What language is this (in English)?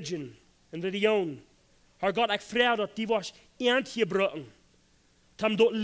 Plautdietsch